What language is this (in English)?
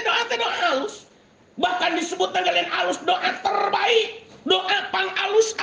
Sundanese